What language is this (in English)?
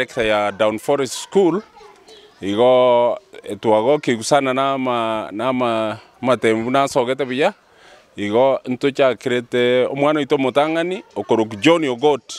Gusii